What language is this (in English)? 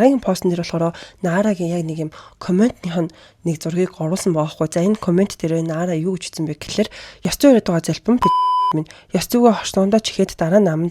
Mongolian